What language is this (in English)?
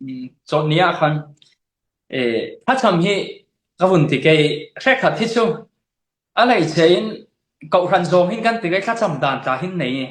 Falam Chin